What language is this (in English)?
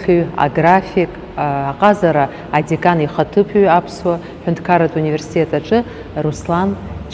Abkhazian